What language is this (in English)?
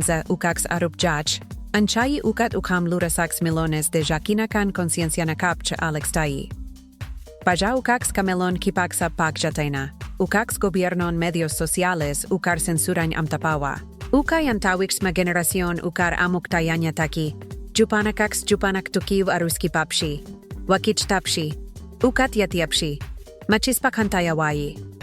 Aymara